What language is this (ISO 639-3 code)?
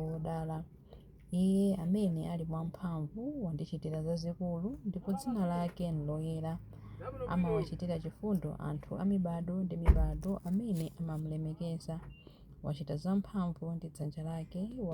nya